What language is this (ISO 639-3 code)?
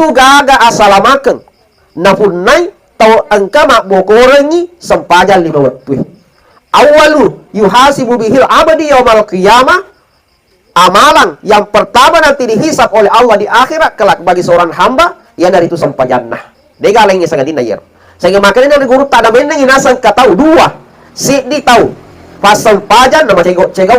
bug